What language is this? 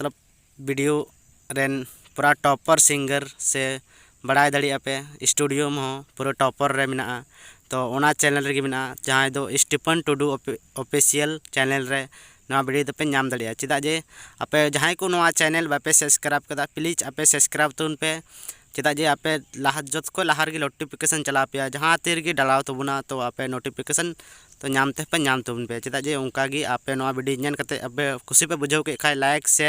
Santali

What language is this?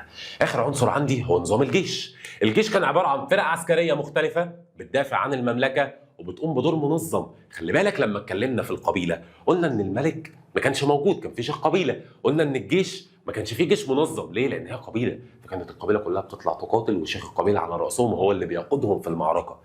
Egyptian Arabic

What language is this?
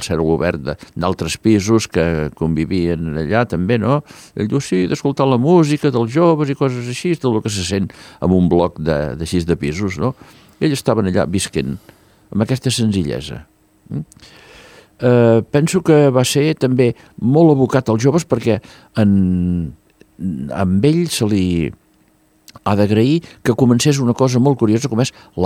Catalan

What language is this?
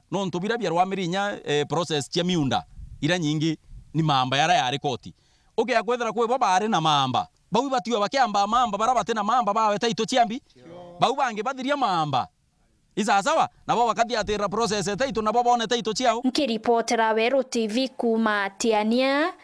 Meru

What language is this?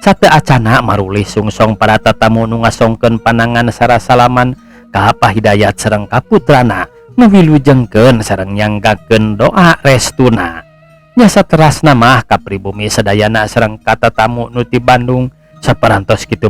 Sundanese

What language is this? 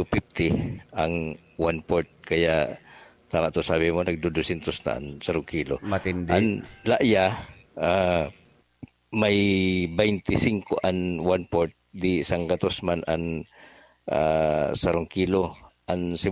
Bikol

